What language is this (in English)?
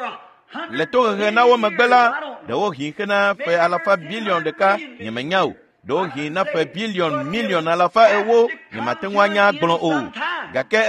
Ewe